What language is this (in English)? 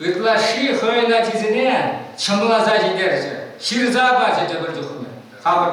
Chuvash